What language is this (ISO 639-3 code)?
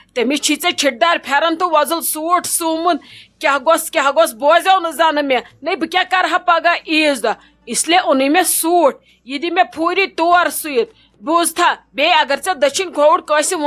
kas